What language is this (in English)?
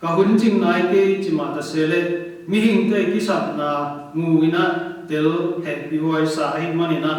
Tedim Chin